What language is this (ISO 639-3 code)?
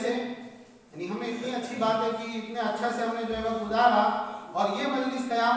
urd